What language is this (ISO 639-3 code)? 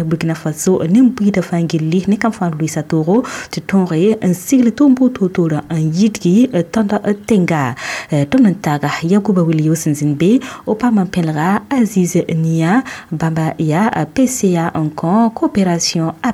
mos